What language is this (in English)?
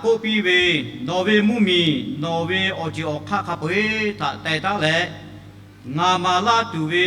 Lahu